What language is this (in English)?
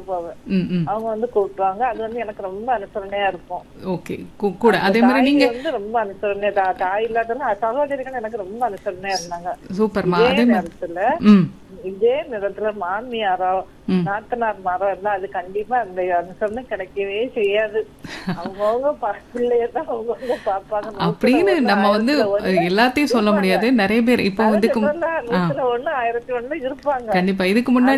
Tamil